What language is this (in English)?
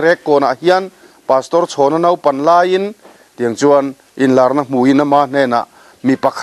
Mizo